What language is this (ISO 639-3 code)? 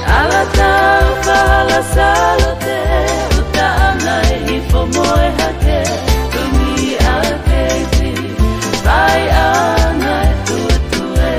ton